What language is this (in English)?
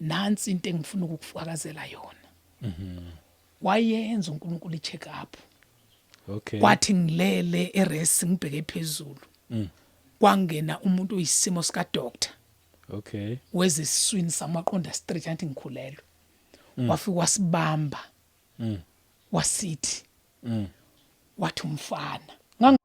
Zulu